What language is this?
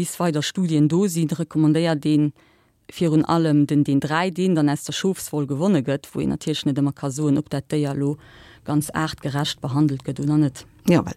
Luxembourgish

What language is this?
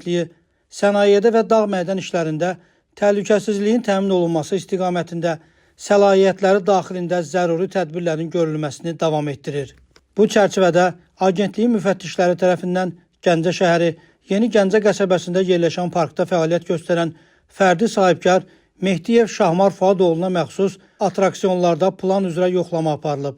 Azerbaijani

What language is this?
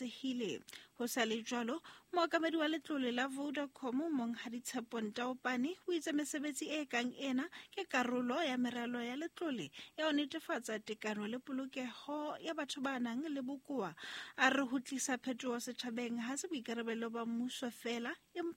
Southern Sotho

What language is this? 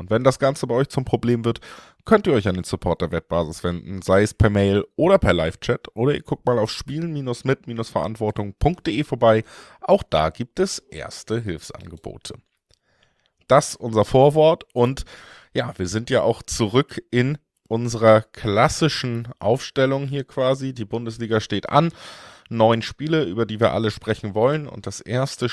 German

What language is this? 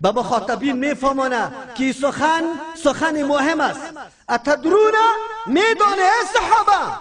Persian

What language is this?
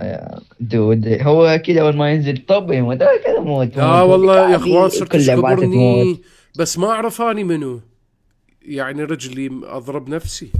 Mesopotamian Arabic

